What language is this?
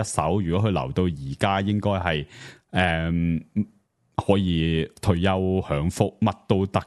Cantonese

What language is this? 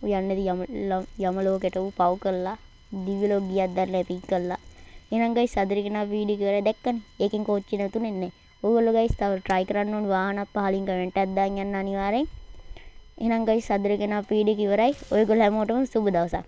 Sinhala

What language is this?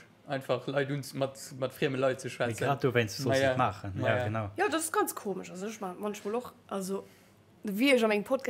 Luxembourgish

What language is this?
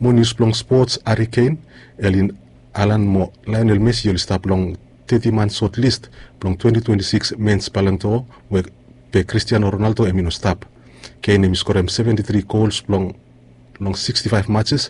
Bislama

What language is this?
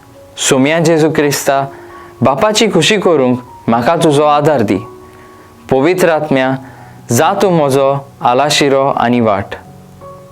Konkani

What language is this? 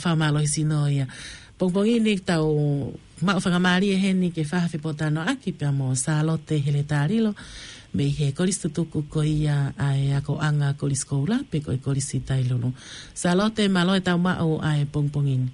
Tongan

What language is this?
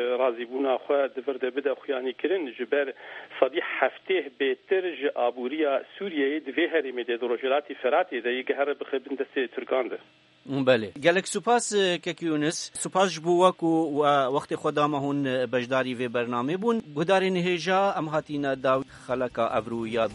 Kurdish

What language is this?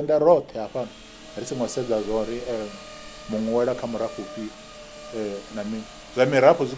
Venda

